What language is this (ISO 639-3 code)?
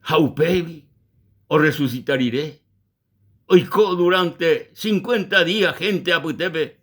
grn